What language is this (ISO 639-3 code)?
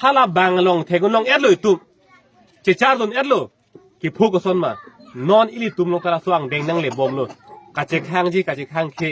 mjw